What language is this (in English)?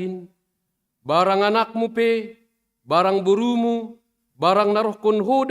Batak Simalungun